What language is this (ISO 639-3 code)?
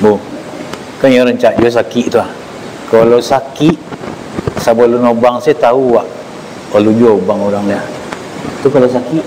min